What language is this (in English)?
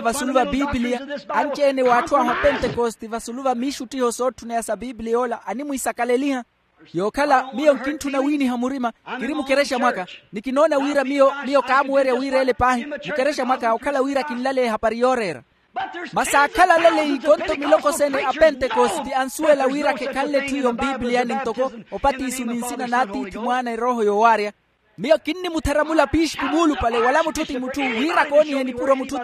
Makhuwa